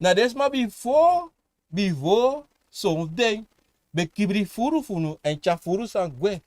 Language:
Sranan Tongo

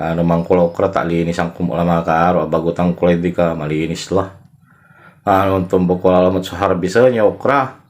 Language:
Pangasinan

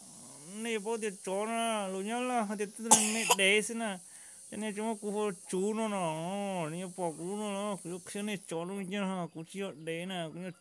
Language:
Hmong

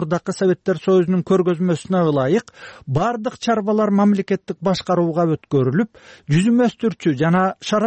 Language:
Kyrgyz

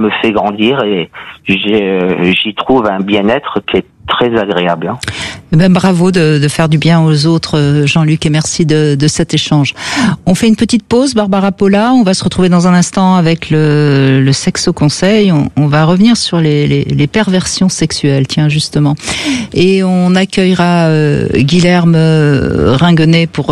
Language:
French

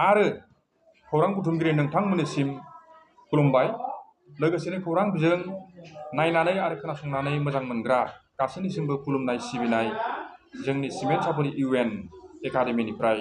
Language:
Bodo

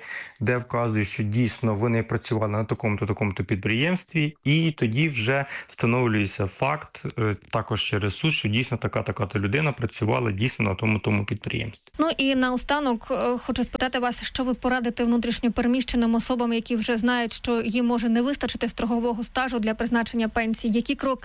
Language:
Ukrainian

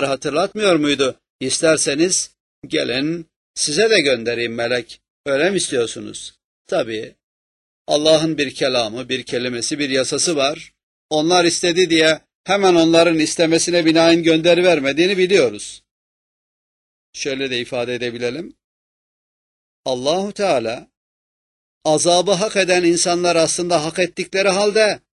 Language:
Turkish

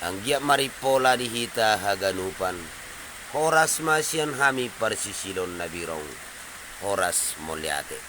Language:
Batak Toba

